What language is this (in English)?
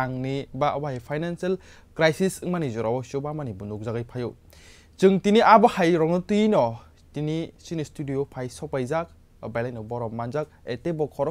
Kok Borok